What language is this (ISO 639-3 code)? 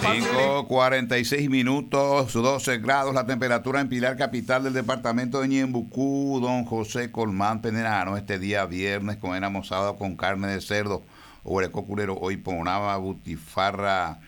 grn